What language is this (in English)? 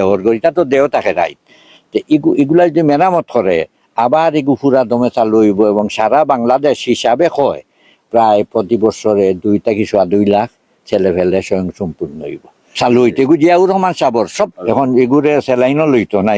Sylheti